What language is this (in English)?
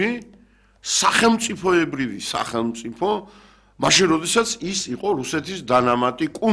Georgian